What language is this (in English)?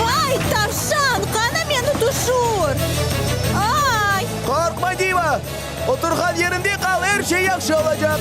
Crimean Tatar